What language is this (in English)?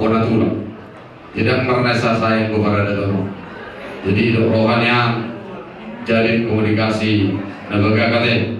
Batak Toba